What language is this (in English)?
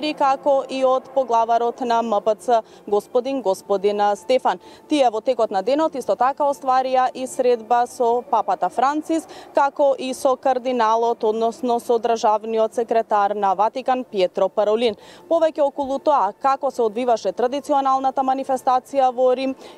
Macedonian